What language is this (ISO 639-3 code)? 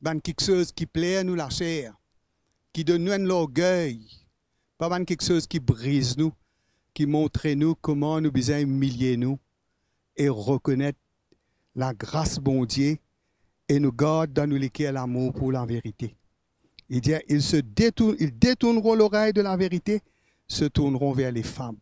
mfe